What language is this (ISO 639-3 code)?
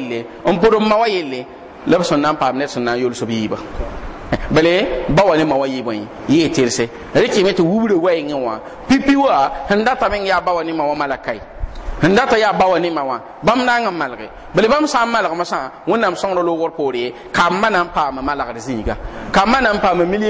mos